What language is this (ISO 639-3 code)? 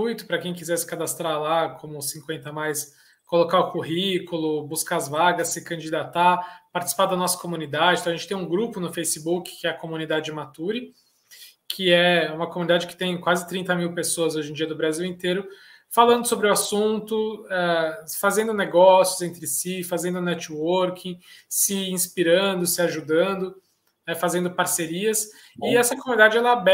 por